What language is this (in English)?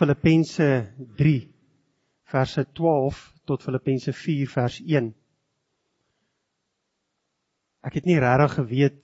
Afrikaans